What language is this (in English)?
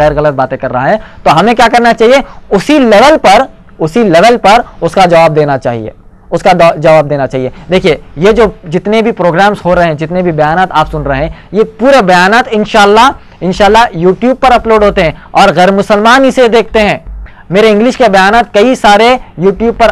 Urdu